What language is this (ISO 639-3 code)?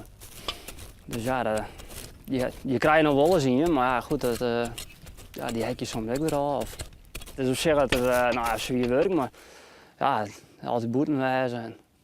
fry